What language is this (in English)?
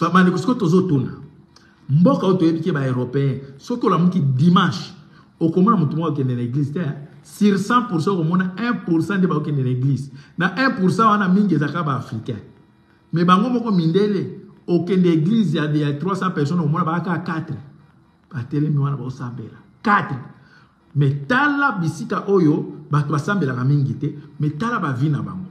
Lingala